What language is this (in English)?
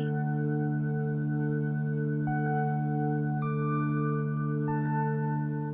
Kannada